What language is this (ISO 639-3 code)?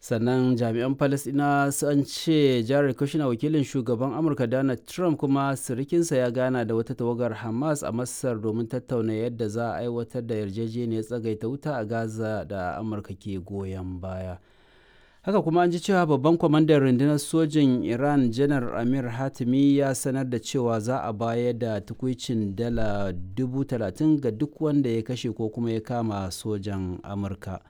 hau